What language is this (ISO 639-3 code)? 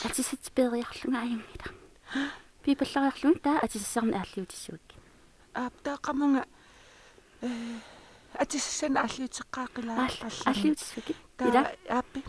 kal